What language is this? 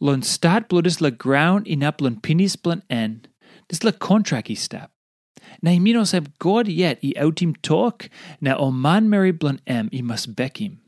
Tok Pisin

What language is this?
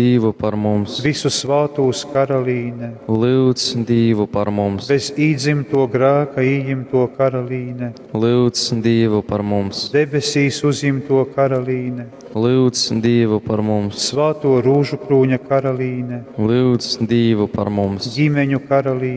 Latgalian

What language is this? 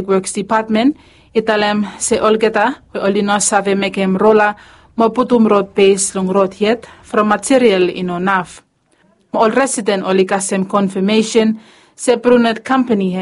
Bislama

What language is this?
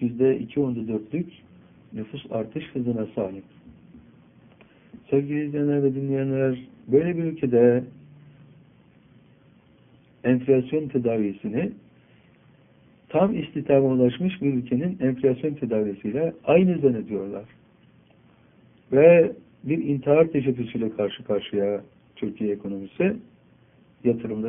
Turkish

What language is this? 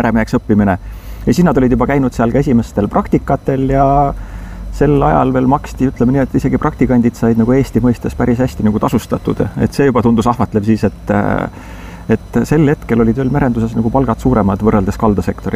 Estonian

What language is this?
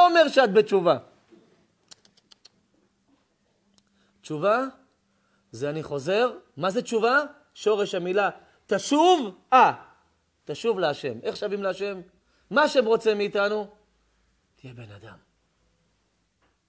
Hebrew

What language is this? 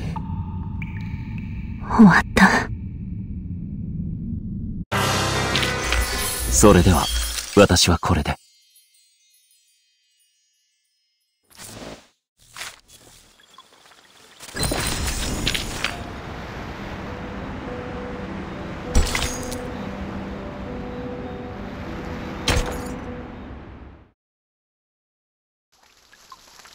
Japanese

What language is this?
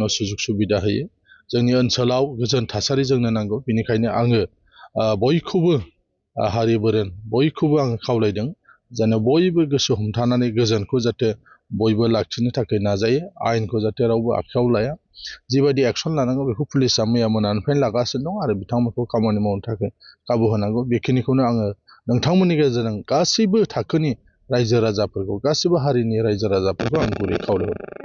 Bodo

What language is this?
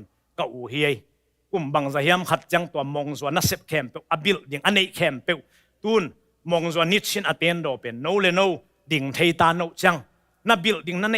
Tedim Chin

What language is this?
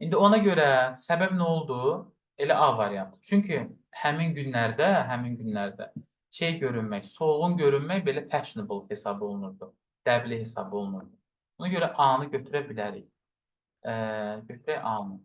Azerbaijani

